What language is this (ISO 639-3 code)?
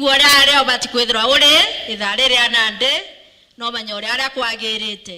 mer